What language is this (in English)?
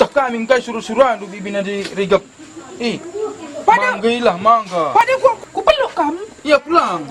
Batak Karo